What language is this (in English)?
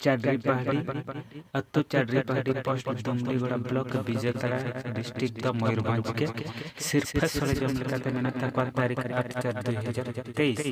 Santali